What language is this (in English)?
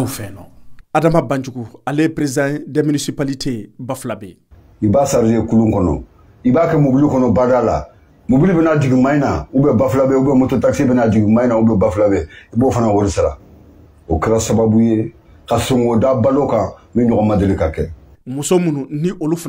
Bambara